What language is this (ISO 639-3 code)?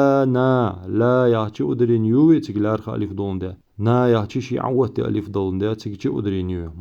inh